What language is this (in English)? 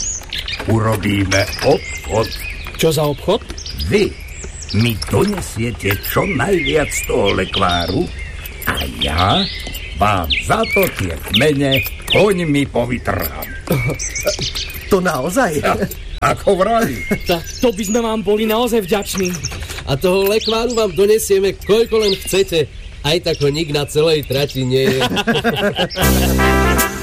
Slovak